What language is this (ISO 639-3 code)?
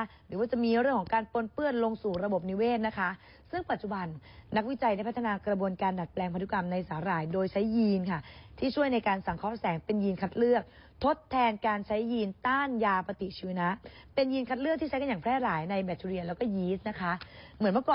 tha